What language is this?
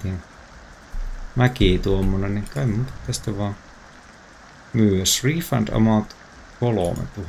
Finnish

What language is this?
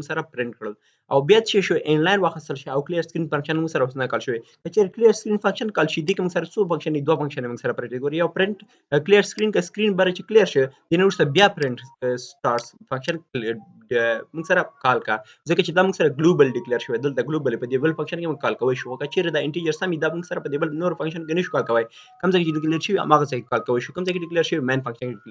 Pashto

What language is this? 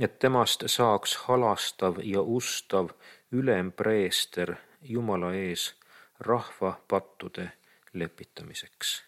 Estonian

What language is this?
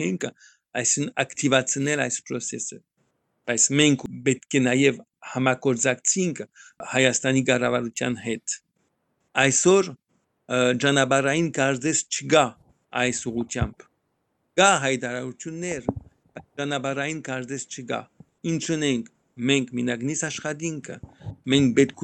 Armenian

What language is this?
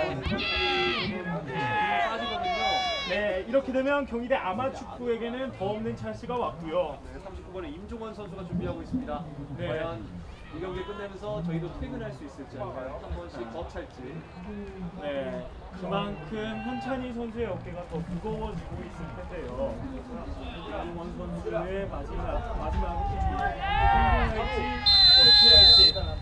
Korean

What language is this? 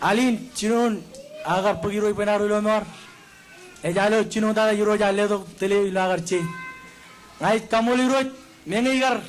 Marshallese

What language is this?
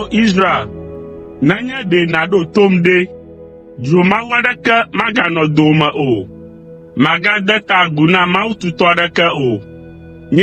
Ewe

